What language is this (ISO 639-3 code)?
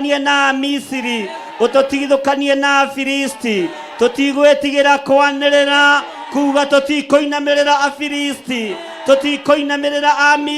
kik